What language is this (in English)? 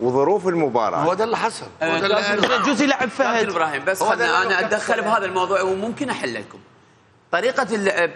Mesopotamian Arabic